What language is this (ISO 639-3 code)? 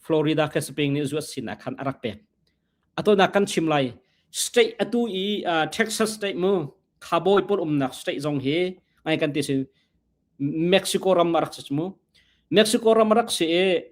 cnh